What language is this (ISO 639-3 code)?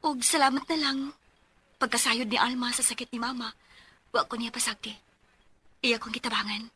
ceb